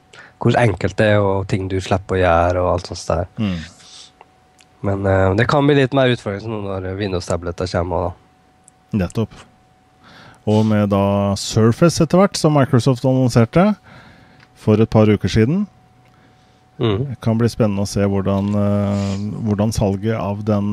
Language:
Norwegian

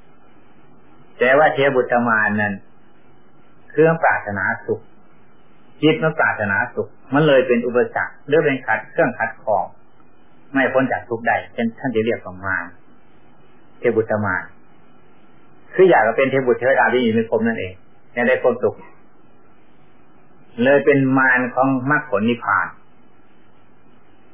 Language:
Thai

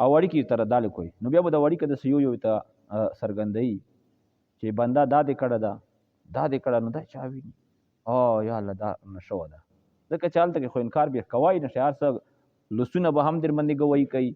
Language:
Pashto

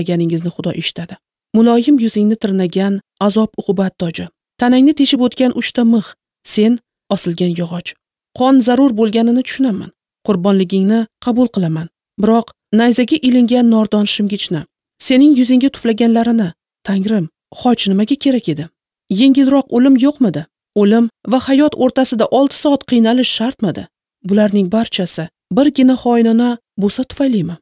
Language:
Uzbek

